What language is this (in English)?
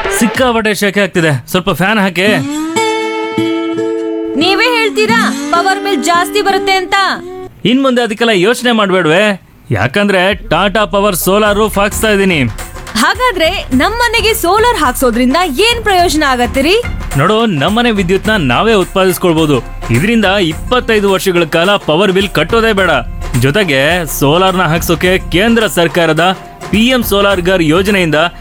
Kannada